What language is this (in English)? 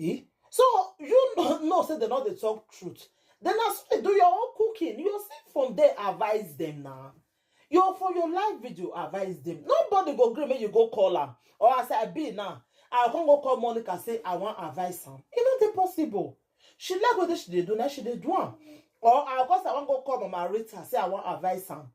Nigerian Pidgin